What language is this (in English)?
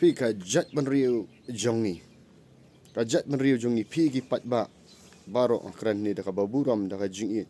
Khasi